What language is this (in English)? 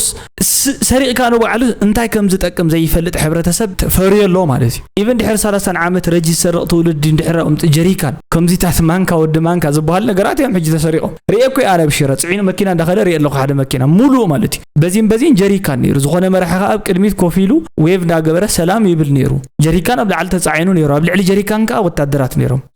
Tigrinya